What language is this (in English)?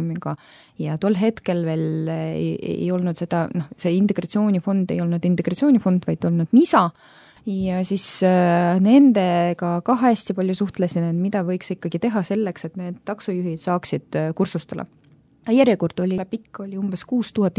Estonian